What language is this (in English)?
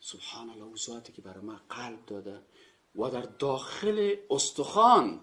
Persian